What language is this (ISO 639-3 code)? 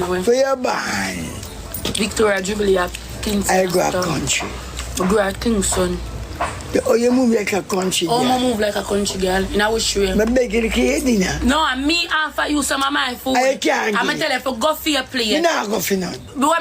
jam